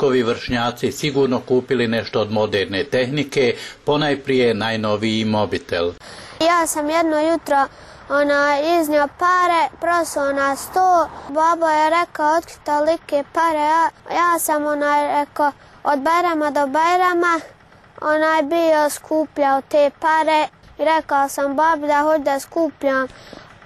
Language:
Bosnian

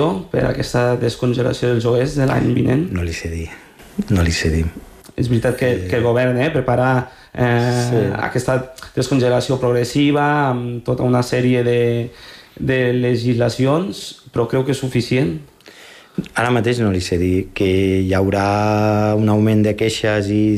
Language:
Catalan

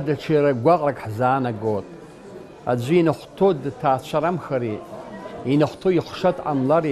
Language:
Abkhazian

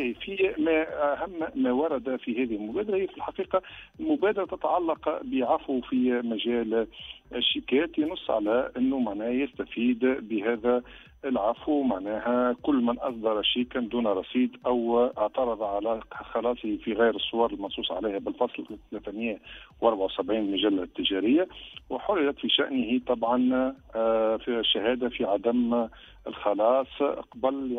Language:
Tunisian Arabic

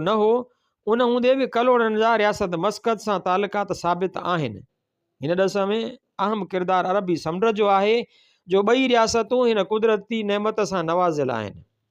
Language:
Sindhi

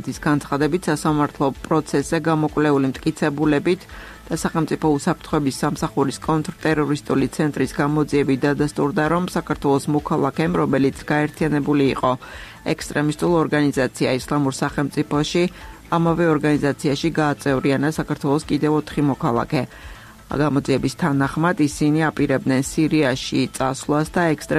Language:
Georgian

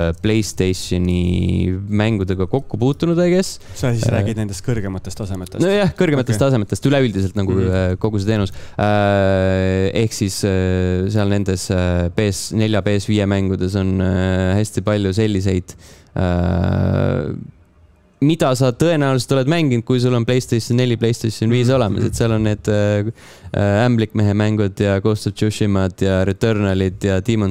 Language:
Estonian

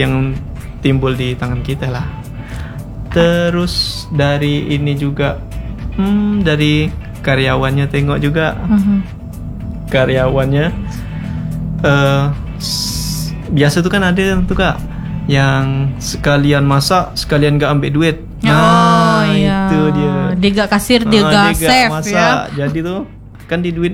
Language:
Indonesian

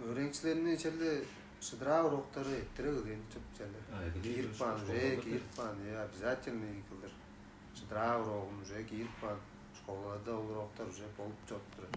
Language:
Tuvinian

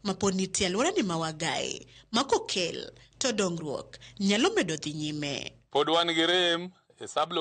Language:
Luo (Kenya and Tanzania)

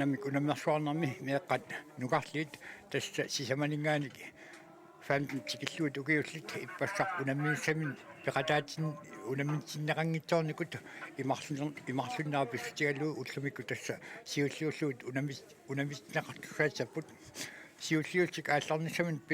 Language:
Kalaallisut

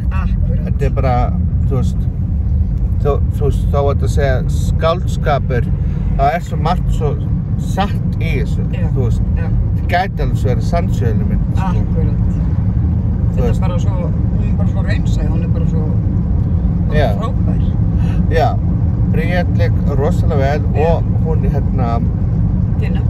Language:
Icelandic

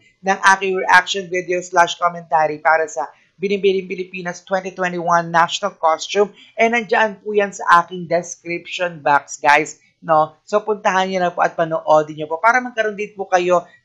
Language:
Filipino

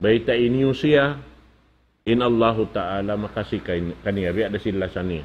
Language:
Tausug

